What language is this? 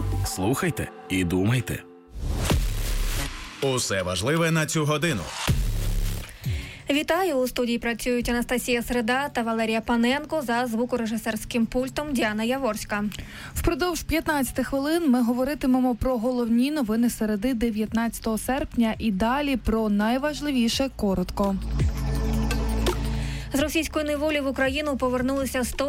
Ukrainian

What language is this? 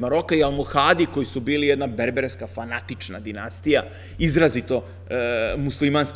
Serbian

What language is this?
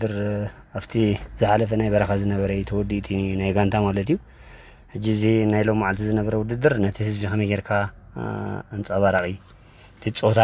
Tigrinya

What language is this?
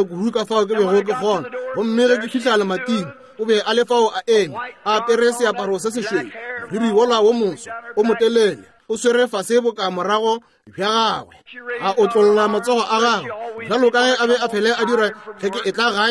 Northern Sotho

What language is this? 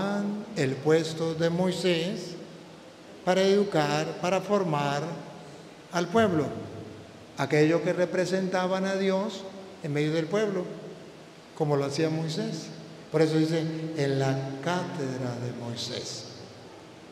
Spanish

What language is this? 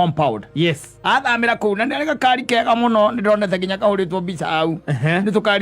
Kikuyu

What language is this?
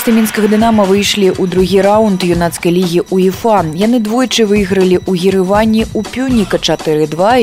Belarusian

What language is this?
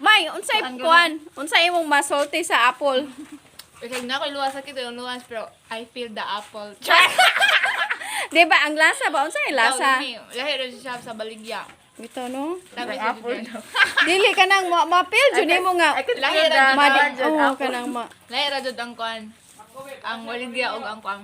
Cebuano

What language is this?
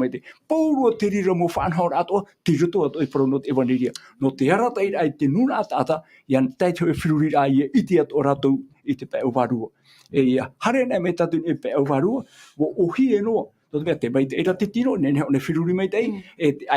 Tahitian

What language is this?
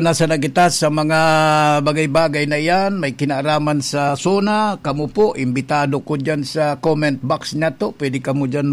Bikol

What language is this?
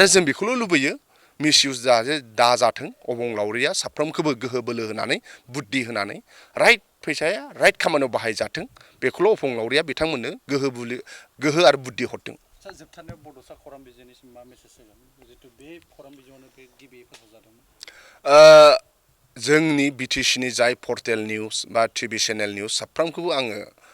Bodo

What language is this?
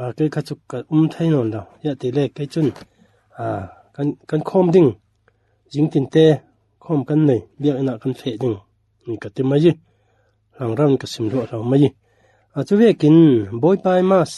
Falam Chin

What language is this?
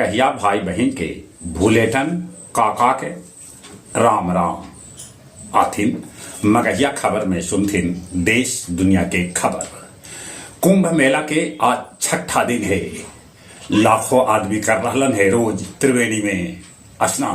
Magahi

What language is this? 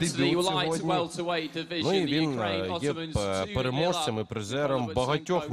Ukrainian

